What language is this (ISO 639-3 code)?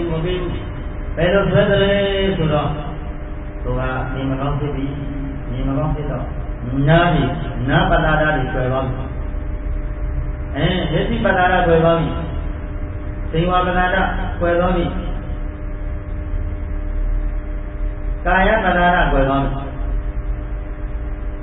mya